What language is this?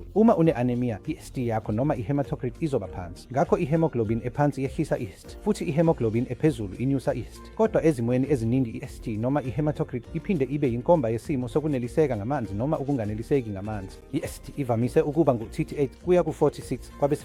Zulu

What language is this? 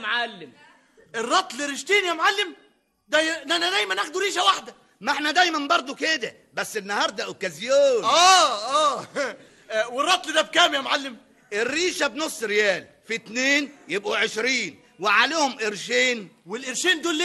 Egyptian Arabic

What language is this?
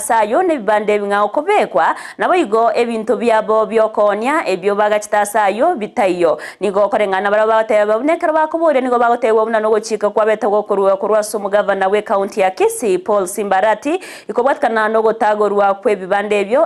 Gusii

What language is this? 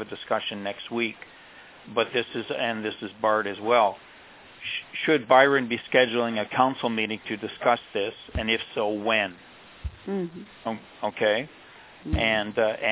English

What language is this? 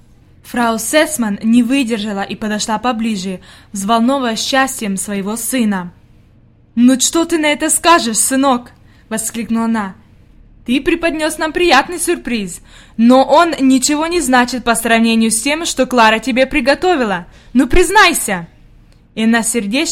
Russian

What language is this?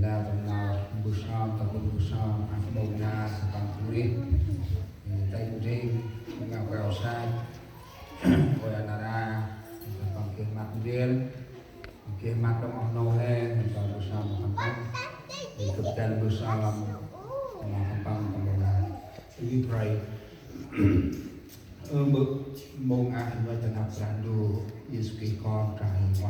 Central Mnong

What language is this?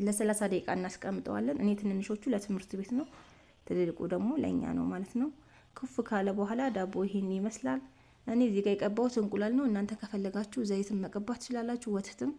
Amharic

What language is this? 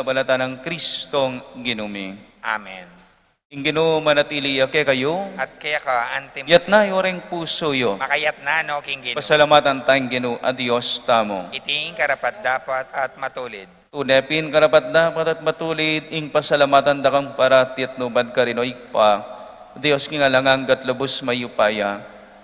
Pampanga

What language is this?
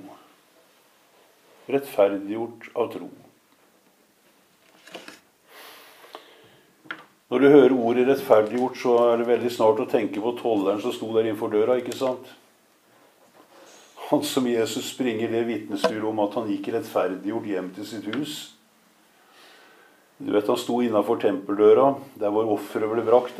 Norwegian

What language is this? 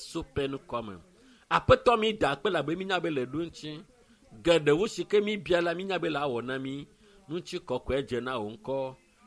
Ewe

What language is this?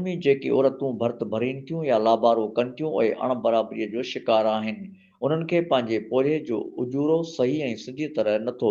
Sindhi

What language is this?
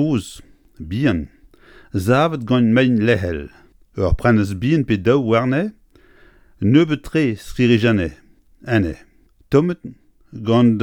Breton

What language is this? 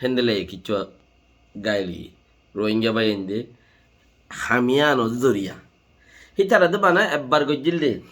Rohingya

